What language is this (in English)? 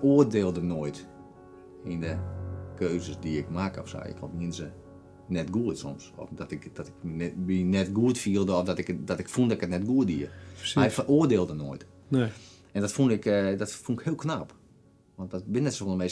Western Frisian